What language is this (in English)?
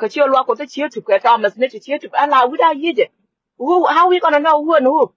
Nuer